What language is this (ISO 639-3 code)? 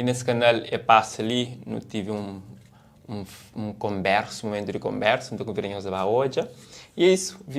kea